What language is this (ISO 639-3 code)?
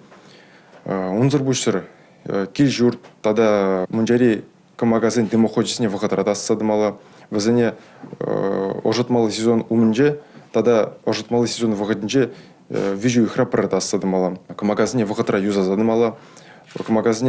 chv